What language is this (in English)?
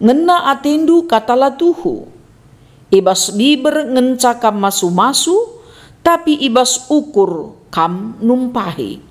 Batak Karo